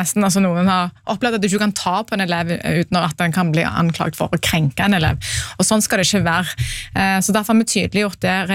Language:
Norwegian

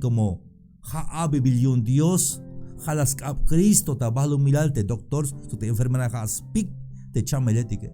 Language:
Tzeltal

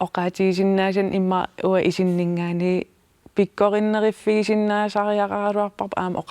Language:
Kalaallisut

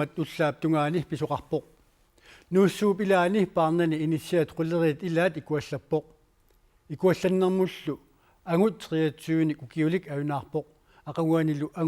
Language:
Kalaallisut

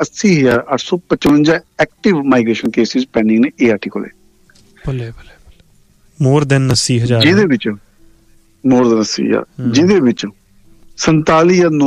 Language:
Punjabi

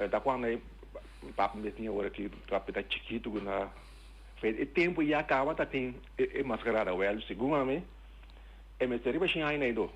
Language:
Papiamento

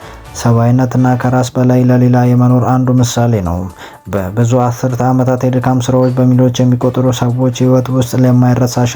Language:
Amharic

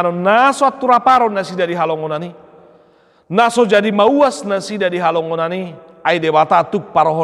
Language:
Batak Toba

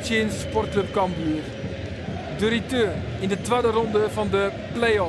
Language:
Western Frisian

